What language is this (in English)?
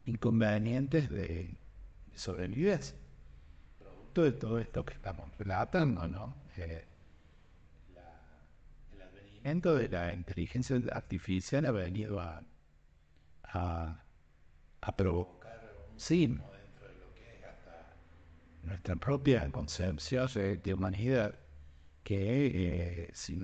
Spanish